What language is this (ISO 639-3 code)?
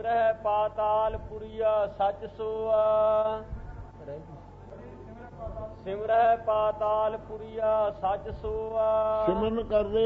pan